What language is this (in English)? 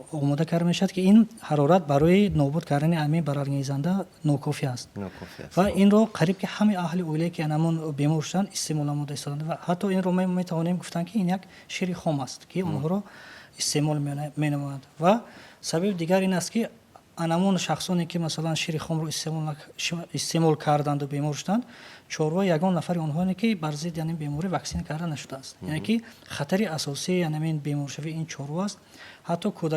Tajik